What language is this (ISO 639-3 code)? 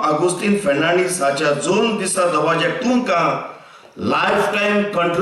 kok